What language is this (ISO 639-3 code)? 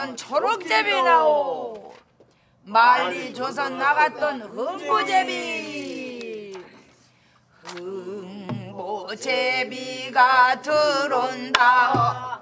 kor